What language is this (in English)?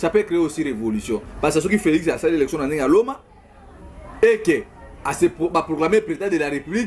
Lingala